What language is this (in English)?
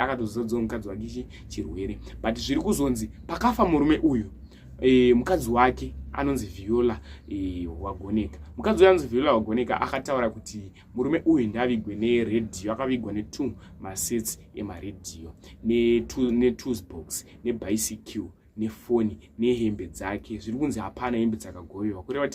Shona